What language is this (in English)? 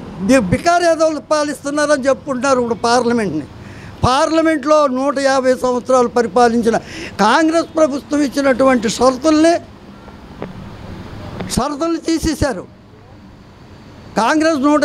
Telugu